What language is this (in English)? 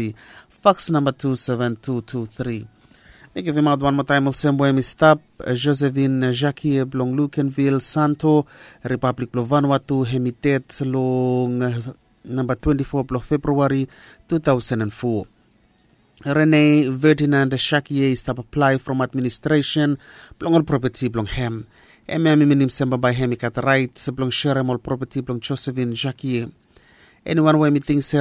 Bislama